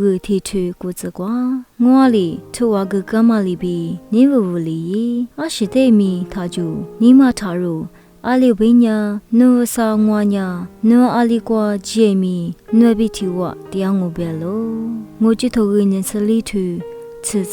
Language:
Lisu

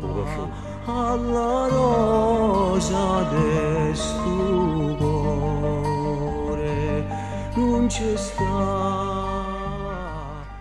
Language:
Neapolitan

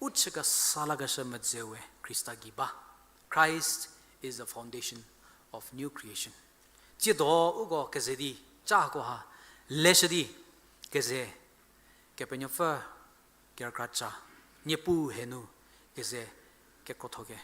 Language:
Angami Naga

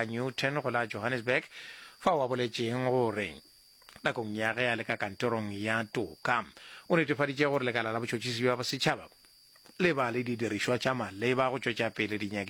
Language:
Northern Sotho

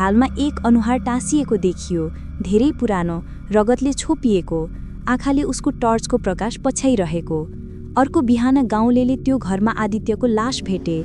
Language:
Nepali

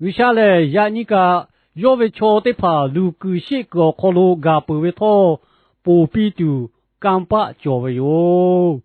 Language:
Lahu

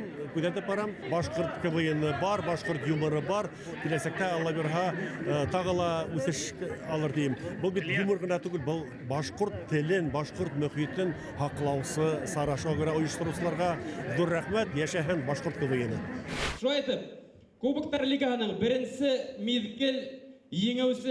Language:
Bashkir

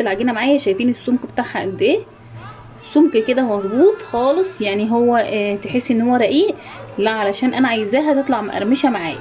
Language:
Egyptian Arabic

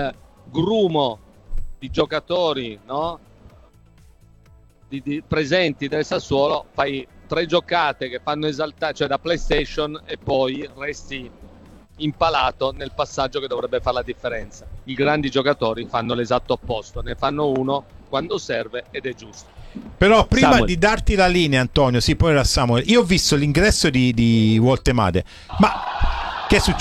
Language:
Italian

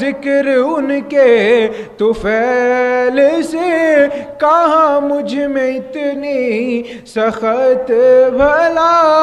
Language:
Urdu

